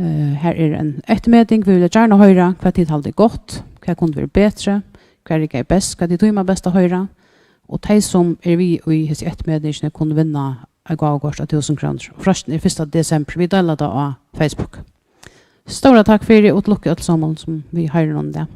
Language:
Faroese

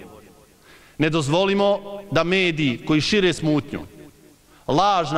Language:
Bosnian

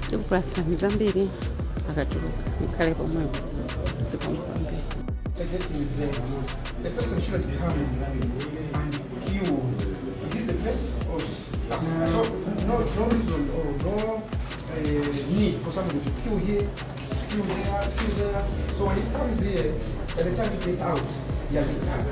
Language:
Nyanja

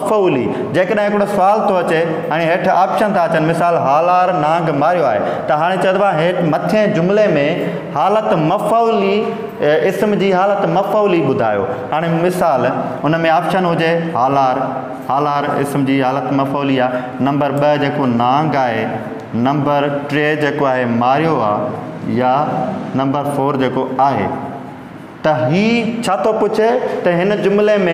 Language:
Sindhi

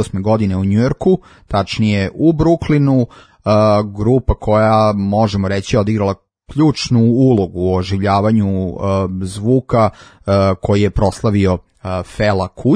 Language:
Serbian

